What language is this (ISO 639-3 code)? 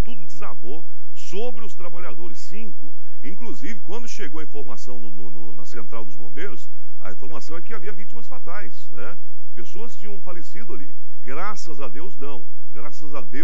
por